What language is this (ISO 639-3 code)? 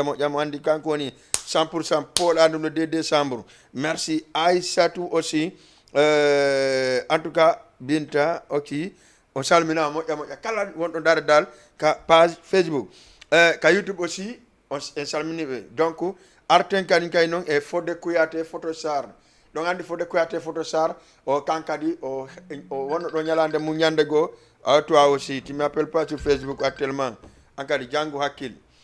ful